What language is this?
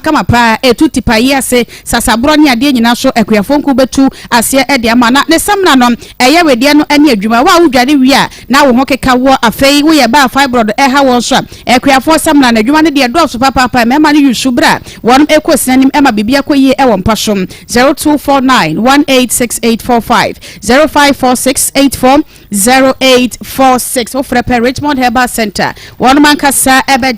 Akan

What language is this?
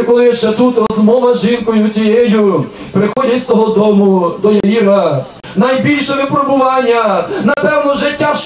Ukrainian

